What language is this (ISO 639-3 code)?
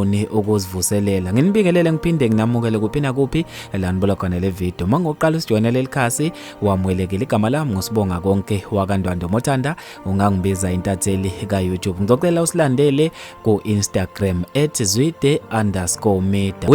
zul